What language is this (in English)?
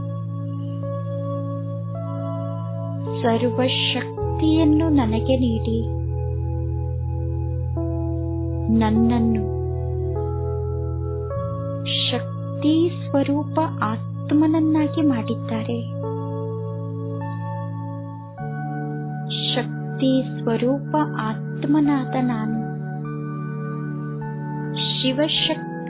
Kannada